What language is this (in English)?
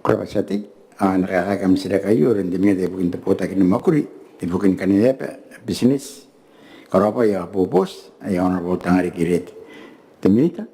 Gilbertese